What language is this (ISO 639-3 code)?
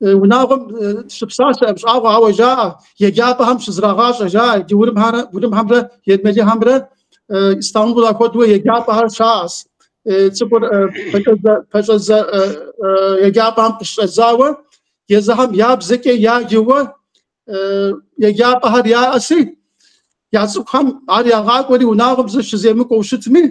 kbd